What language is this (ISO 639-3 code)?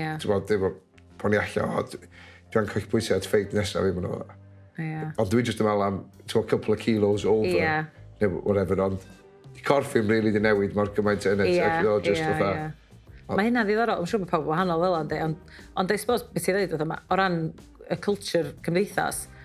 cym